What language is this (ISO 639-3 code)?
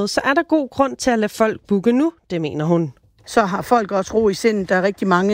dan